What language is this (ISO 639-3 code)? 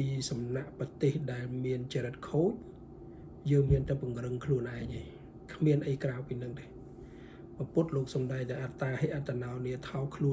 khm